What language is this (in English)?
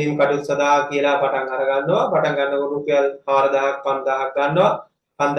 Sinhala